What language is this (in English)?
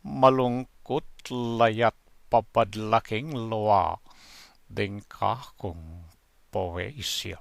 Pampanga